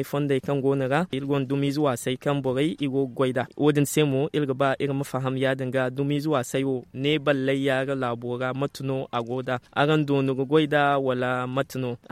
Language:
Zarma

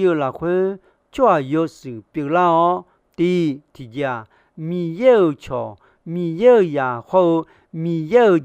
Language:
Akha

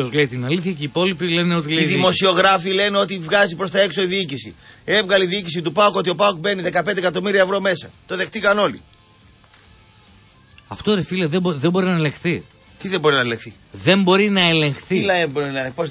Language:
Greek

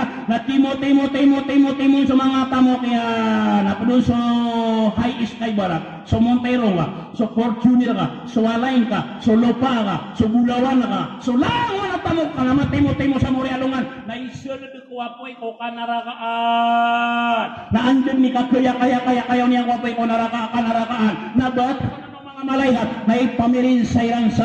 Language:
Maranao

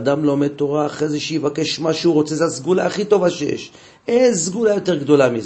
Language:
Hebrew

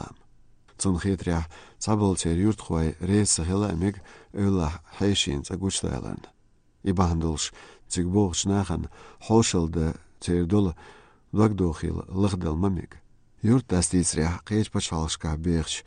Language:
Chechen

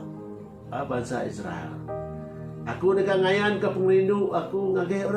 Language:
Iban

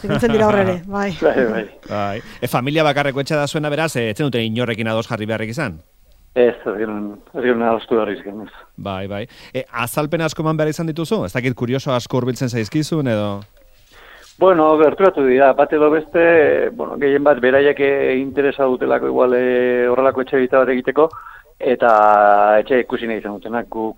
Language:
Basque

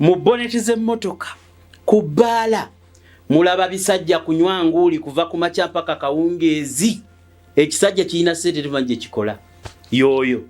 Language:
Ganda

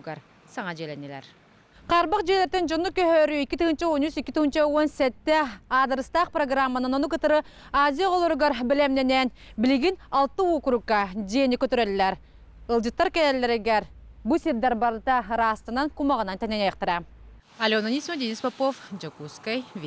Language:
Yakut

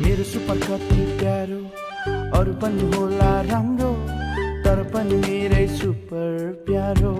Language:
Newari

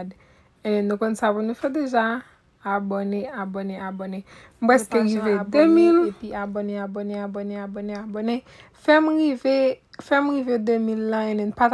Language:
Haitian Creole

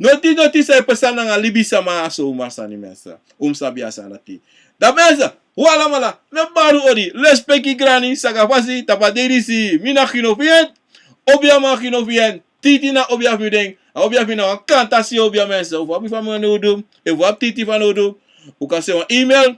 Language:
Sranan Tongo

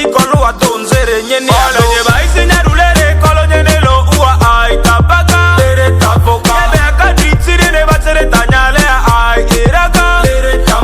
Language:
Ma'di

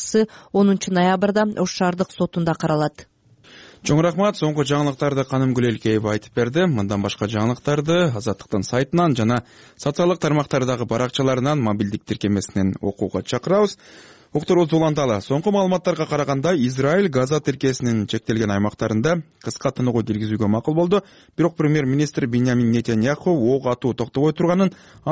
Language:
Kyrgyz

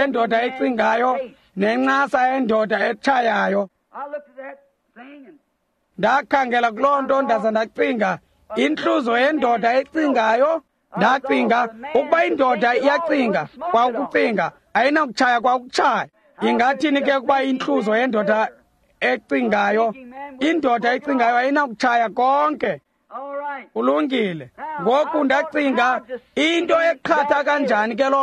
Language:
Xhosa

